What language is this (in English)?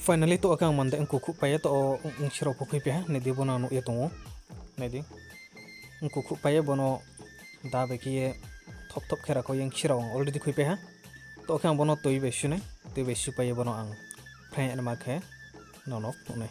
Riang (India)